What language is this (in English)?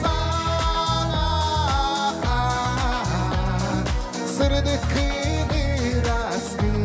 Yakut